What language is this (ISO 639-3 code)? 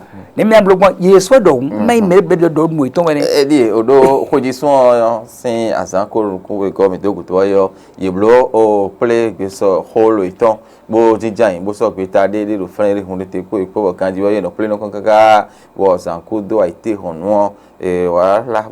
fon